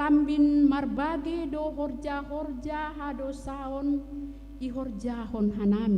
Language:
Batak Simalungun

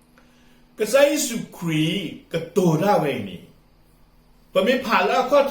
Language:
S'gaw Karen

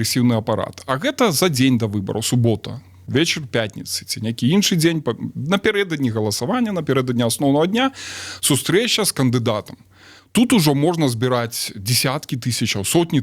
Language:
Belarusian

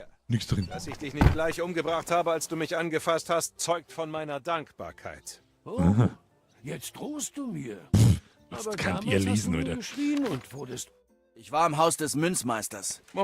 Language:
Bavarian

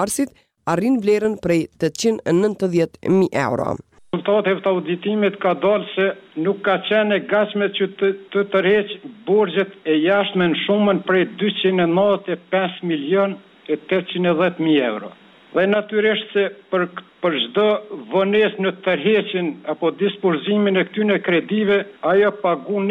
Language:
Albanian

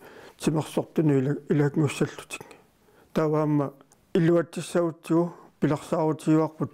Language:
Kalaallisut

